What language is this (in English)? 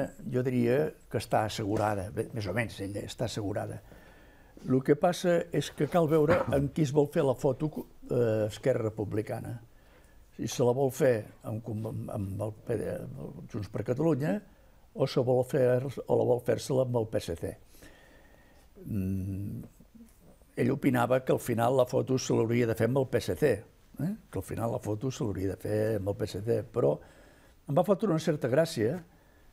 Catalan